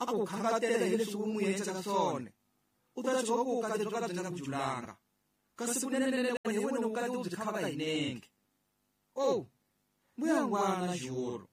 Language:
Tsonga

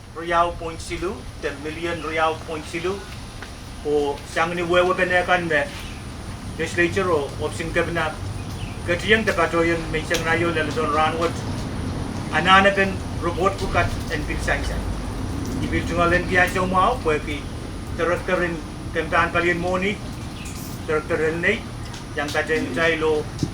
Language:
Pohnpeian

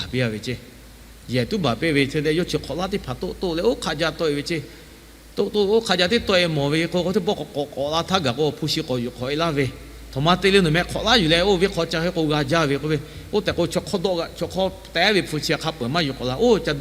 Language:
Lahu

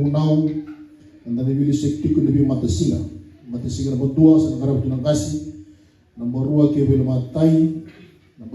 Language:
Fijian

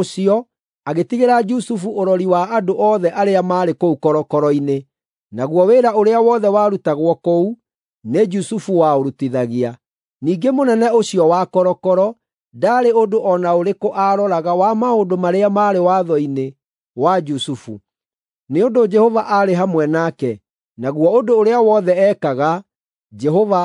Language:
Kikuyu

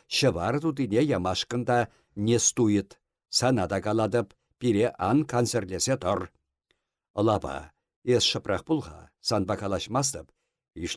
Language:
Chuvash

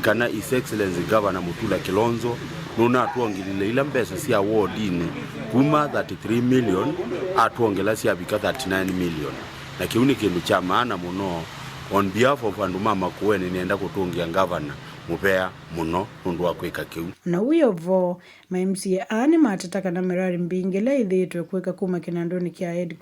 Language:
Kamba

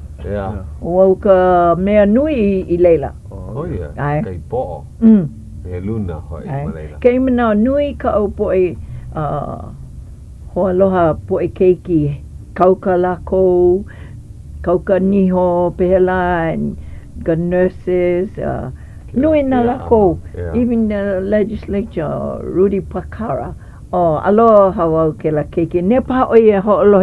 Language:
Hawaiian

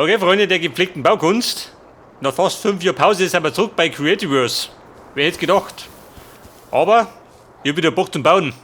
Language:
Bavarian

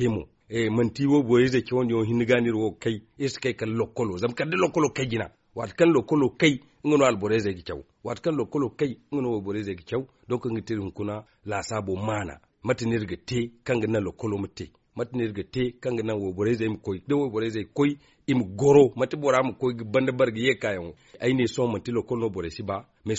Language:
Zarma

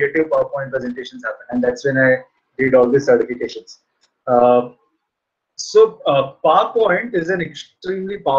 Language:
English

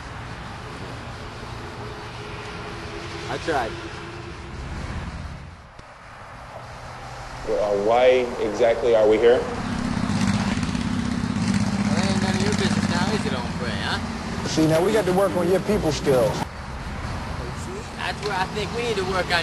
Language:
English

